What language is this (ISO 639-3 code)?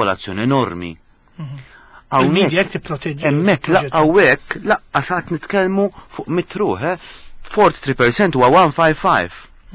mlt